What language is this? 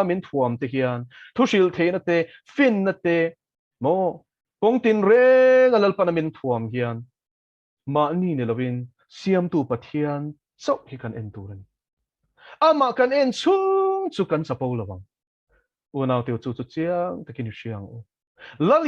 Mizo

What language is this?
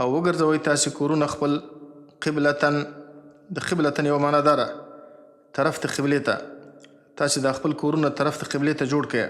Pashto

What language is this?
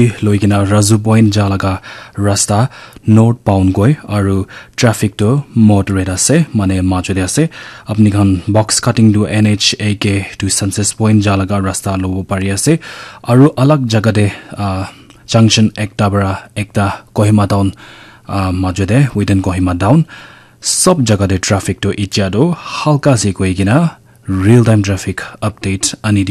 Naga Pidgin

